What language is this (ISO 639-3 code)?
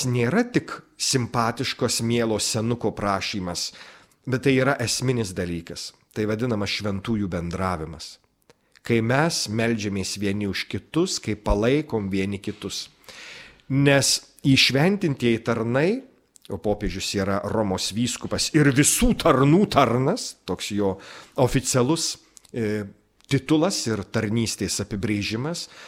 lit